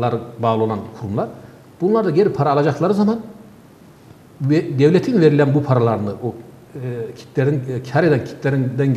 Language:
Turkish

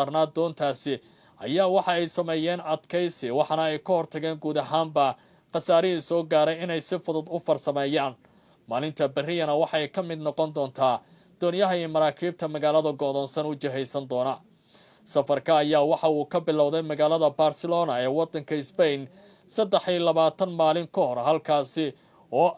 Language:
Somali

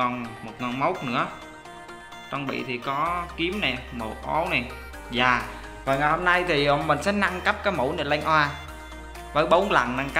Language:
Vietnamese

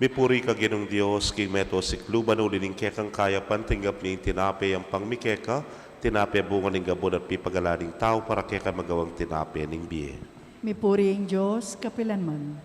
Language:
Pampanga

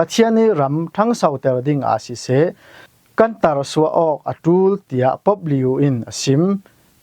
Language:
Falam Chin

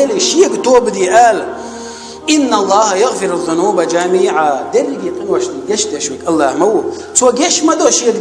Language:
Chechen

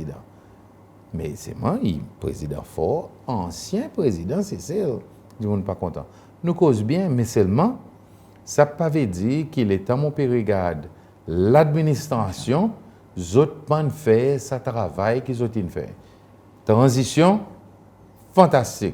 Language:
Seselwa Creole French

